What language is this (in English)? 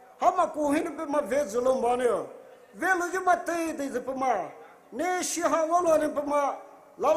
Poumei Naga